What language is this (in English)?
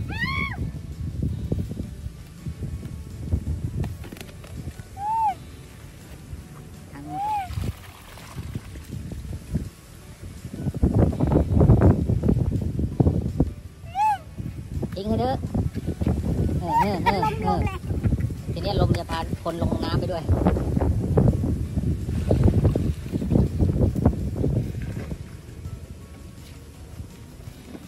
Thai